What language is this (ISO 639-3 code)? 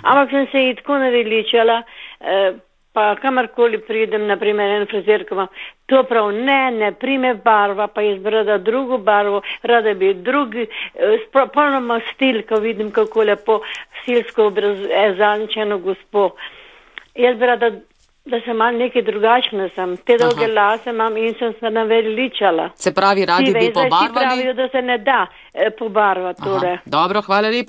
slv